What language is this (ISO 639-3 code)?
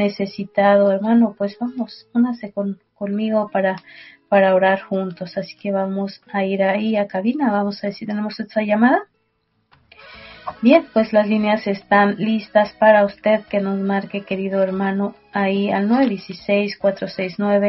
spa